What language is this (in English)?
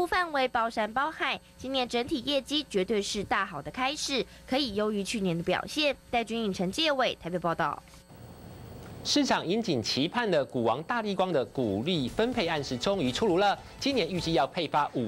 Chinese